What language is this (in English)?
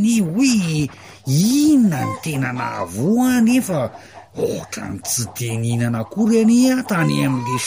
Malagasy